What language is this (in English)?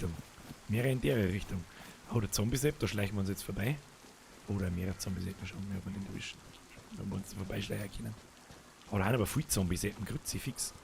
Bavarian